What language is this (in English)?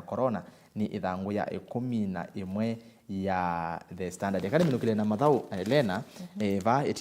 Kamba